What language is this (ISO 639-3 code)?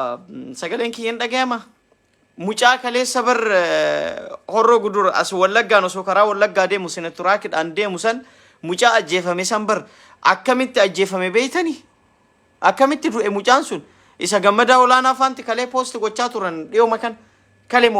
orm